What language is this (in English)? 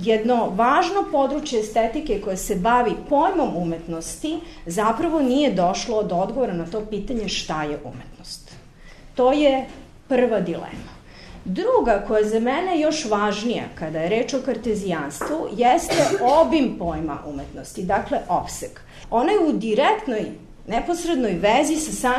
Serbian